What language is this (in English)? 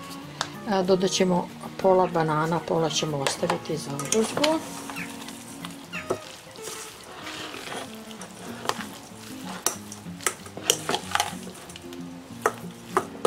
Croatian